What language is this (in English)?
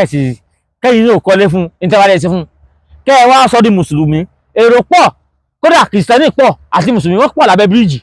Yoruba